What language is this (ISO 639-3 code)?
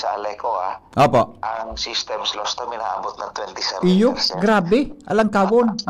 bik